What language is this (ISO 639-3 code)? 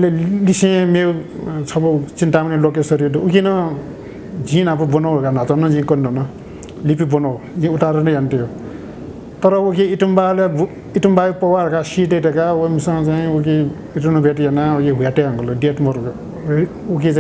new